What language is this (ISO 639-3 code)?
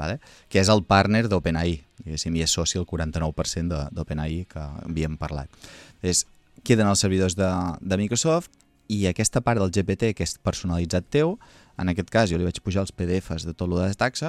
cat